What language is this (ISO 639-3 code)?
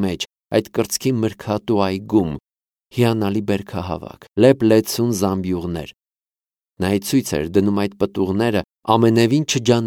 hye